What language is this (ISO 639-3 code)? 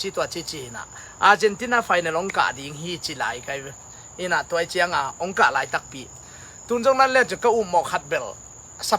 ctd